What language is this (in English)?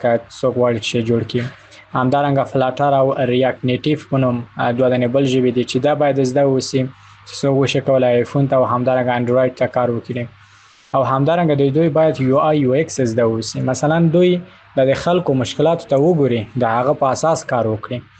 Pashto